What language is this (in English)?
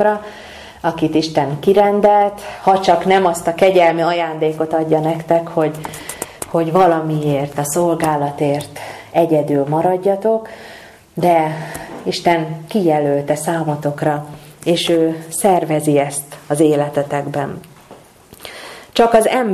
Hungarian